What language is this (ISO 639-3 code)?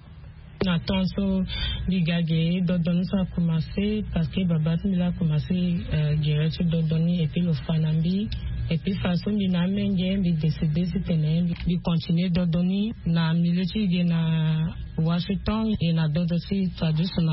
sag